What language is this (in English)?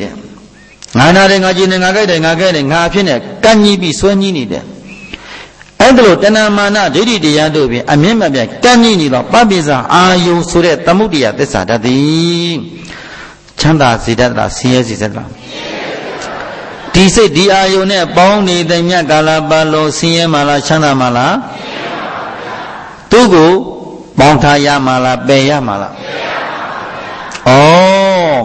Burmese